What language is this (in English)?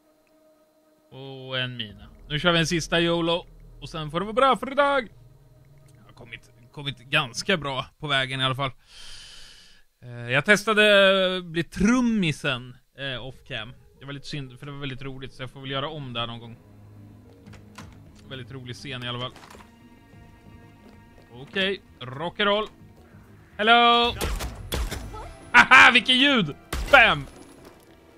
Swedish